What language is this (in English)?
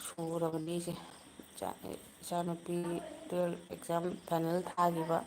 Manipuri